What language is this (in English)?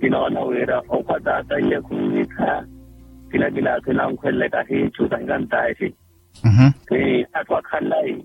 Makhuwa